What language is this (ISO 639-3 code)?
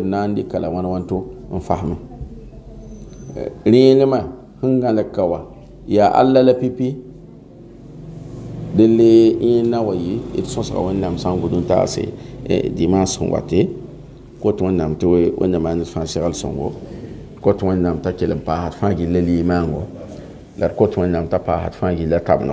mos